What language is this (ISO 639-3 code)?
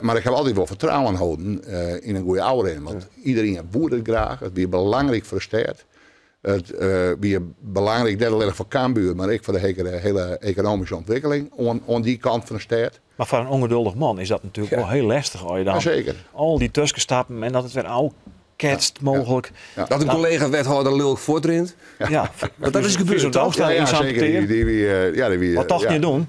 fry